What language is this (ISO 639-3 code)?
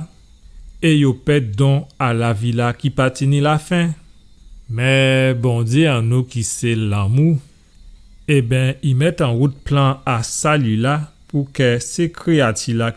gcf